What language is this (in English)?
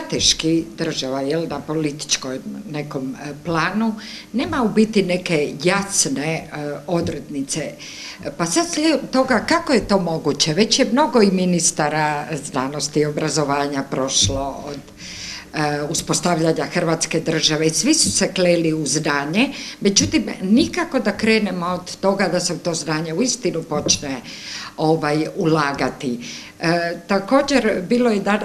Croatian